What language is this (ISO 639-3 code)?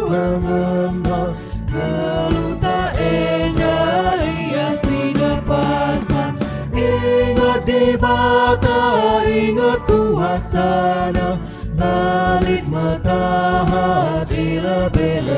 btx